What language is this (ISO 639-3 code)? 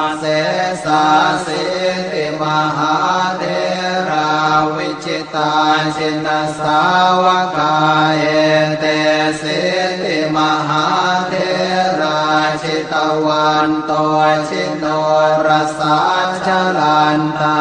pli